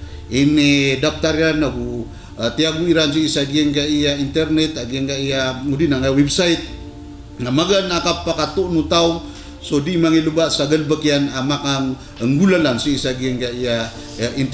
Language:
Maranao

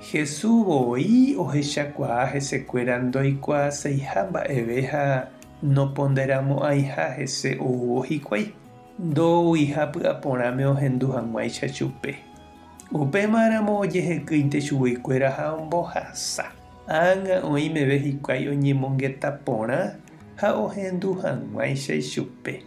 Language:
Guarani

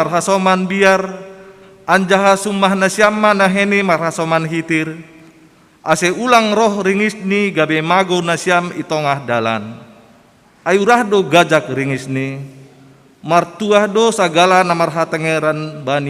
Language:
Batak Simalungun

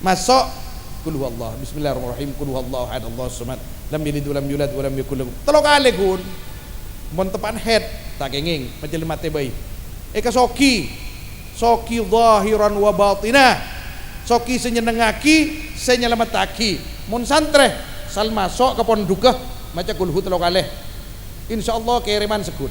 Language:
Madurese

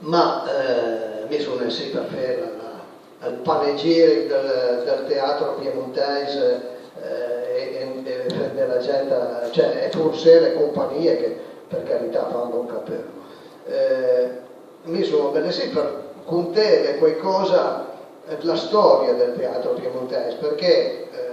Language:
Piedmontese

